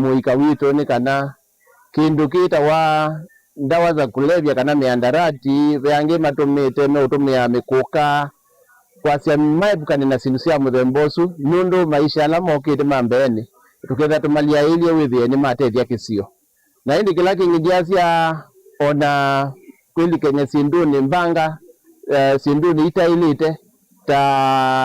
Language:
Kamba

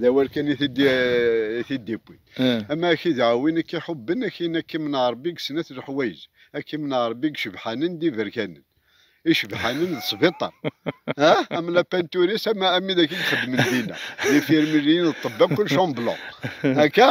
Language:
Kabyle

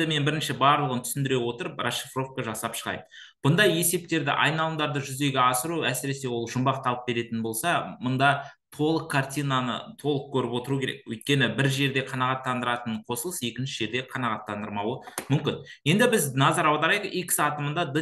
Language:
Kazakh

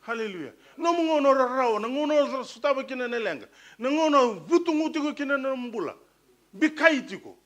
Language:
Fijian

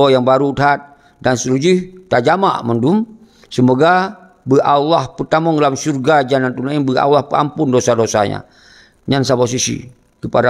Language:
Achinese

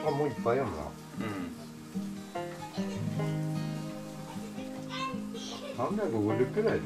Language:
Japanese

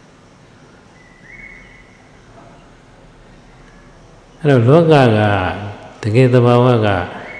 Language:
Burmese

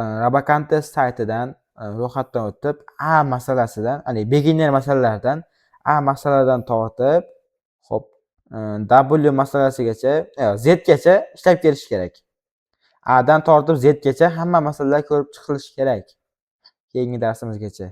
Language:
Uzbek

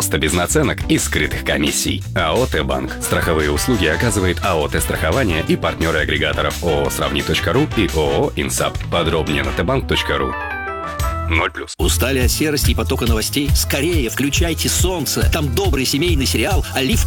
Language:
Russian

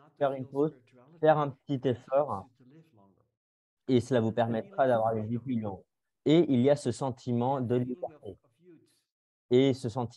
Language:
French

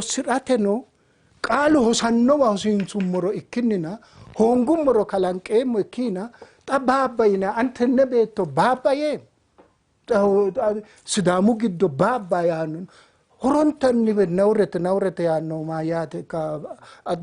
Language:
Sidamo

